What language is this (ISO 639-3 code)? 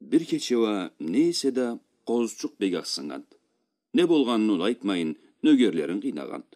krc